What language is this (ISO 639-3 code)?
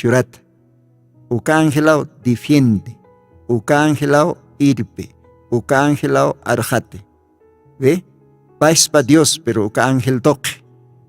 aym